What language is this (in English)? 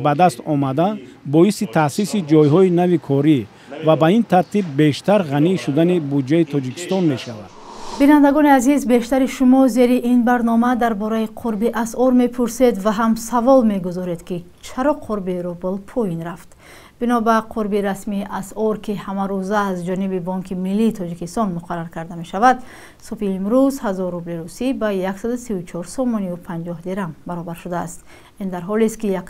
Tajik